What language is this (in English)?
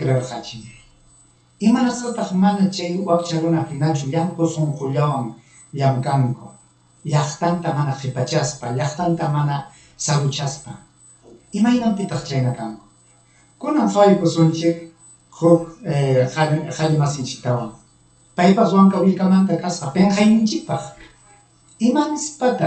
Ayacucho Quechua